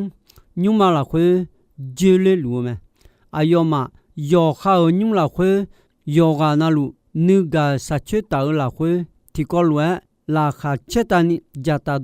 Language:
Akha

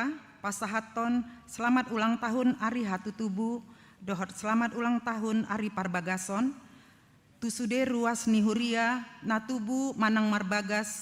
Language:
Batak Toba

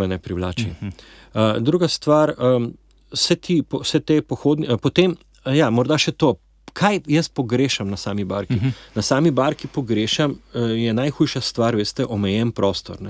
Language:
Slovenian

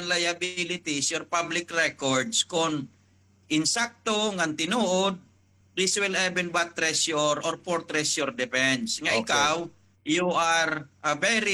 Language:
Waray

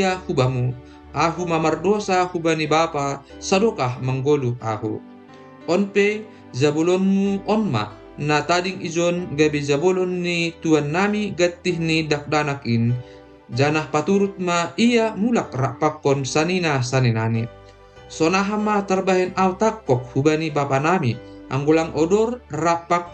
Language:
Batak Simalungun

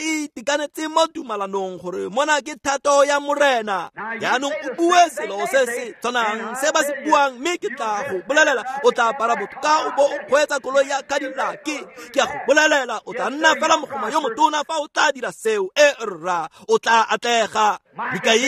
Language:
Tswana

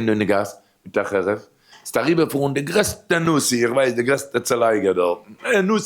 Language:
Yiddish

